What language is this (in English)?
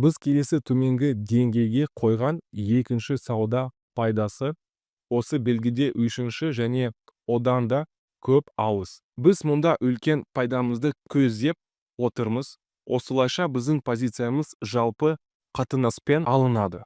Kazakh